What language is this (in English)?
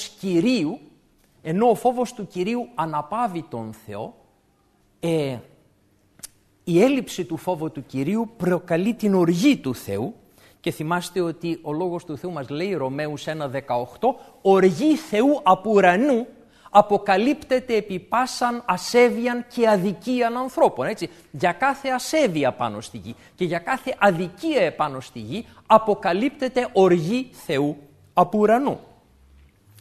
Greek